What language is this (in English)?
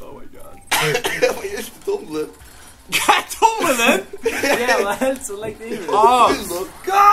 Faroese